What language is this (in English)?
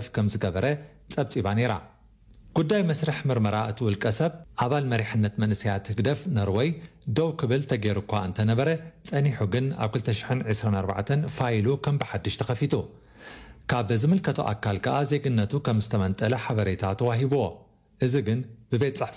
Tigrinya